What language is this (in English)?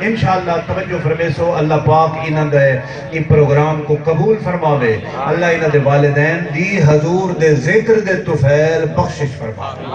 Saraiki